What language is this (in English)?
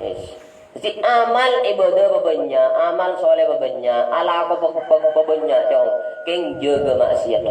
Madurese